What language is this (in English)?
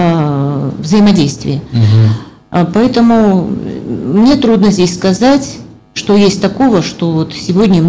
Russian